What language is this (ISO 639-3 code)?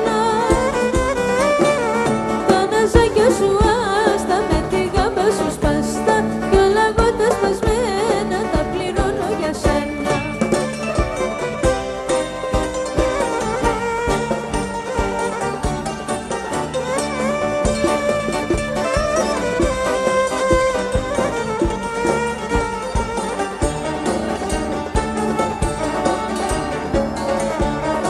ell